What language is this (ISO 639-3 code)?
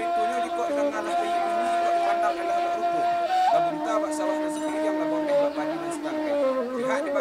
min